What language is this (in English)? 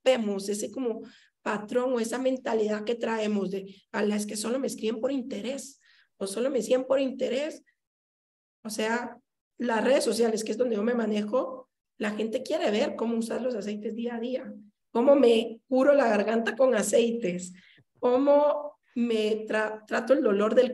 Spanish